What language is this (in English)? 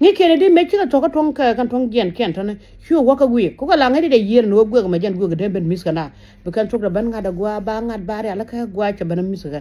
Nuer